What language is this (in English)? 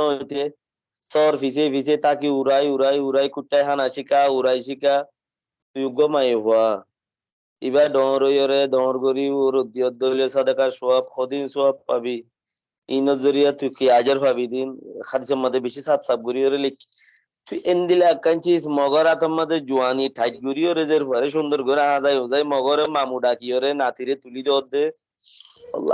Rohingya